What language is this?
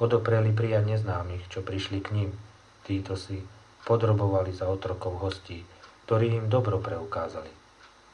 Slovak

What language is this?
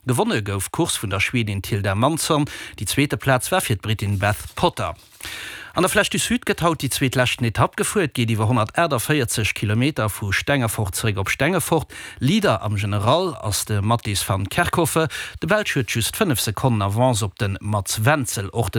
Luxembourgish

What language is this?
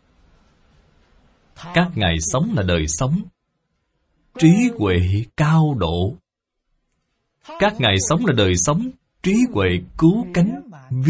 Vietnamese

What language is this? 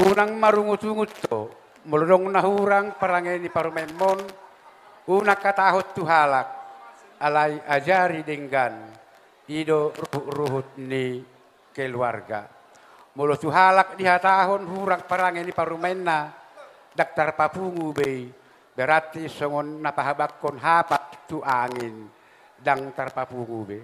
Batak Toba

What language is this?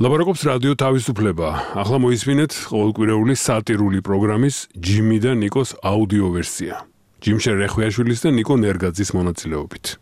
Georgian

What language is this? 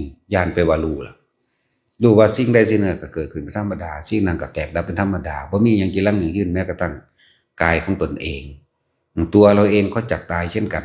Northeastern Thai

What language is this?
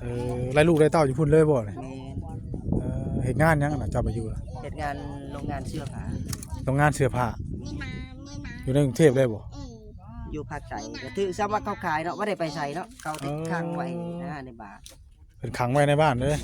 Northeastern Thai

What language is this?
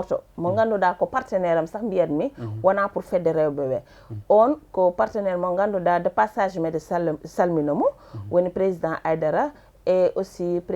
Fula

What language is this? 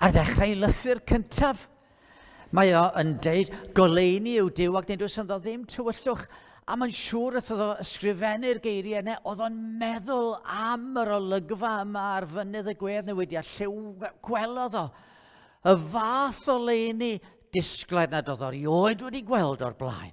Welsh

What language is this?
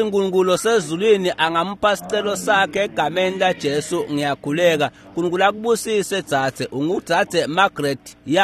Swati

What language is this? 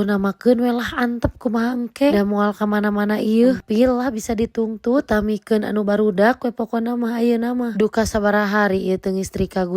Sundanese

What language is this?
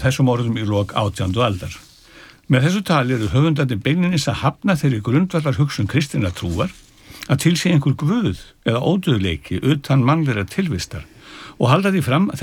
Icelandic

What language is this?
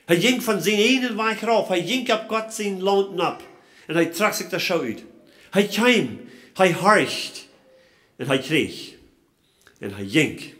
Plautdietsch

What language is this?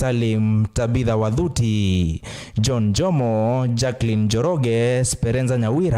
Kamba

